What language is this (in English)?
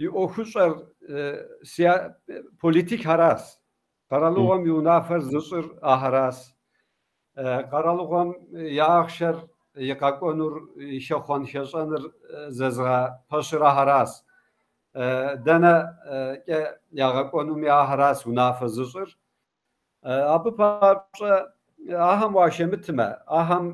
Kabardian